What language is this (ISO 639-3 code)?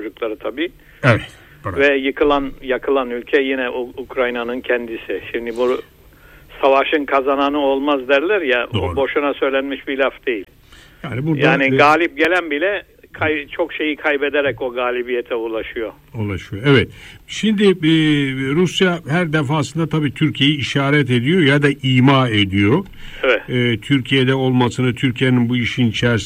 tur